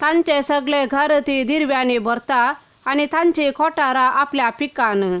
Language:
Konkani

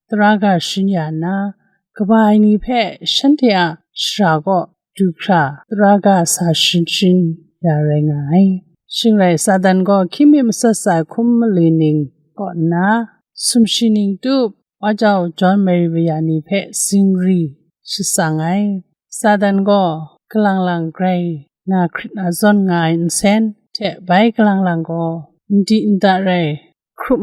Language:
Kachin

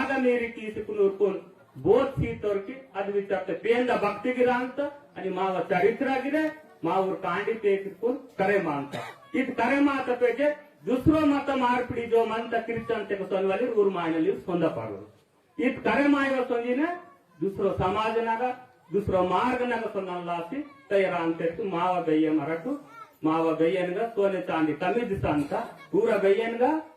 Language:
Gondi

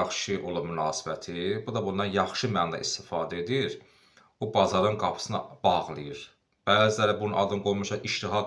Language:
Azerbaijani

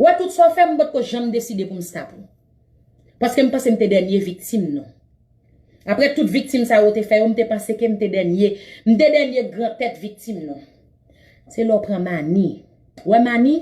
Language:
Haitian Creole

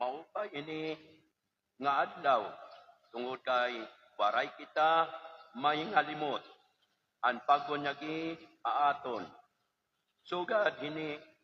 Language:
Waray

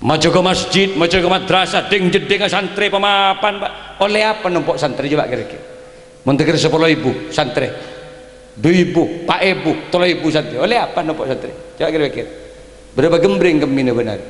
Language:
Madurese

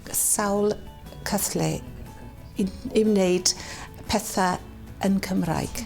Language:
Welsh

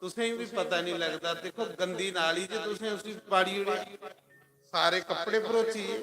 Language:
Dogri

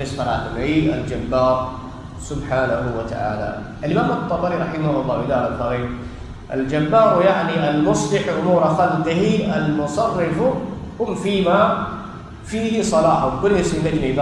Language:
Divehi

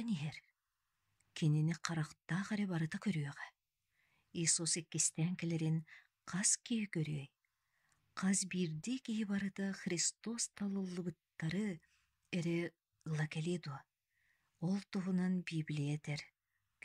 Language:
Yakut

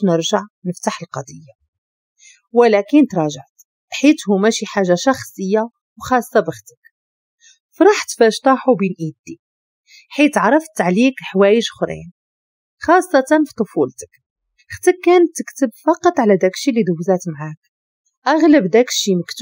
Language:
Moroccan Arabic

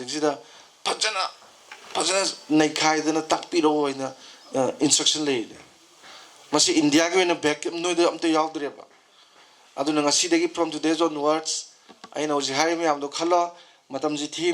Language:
Manipuri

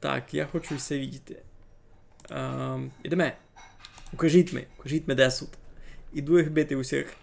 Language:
Rusyn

